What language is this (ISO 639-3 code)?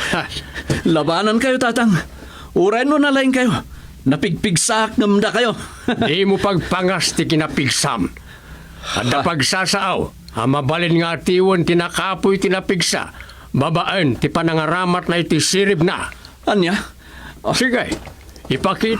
ilo